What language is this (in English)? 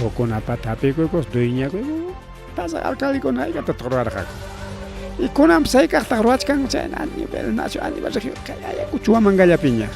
Ayacucho Quechua